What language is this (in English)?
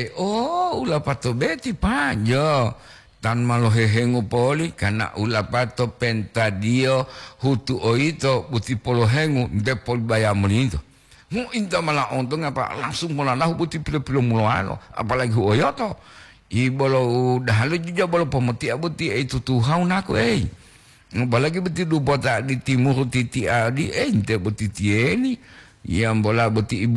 Gorontalo